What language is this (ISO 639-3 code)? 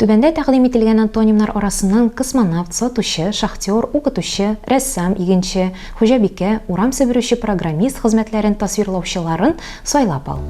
tat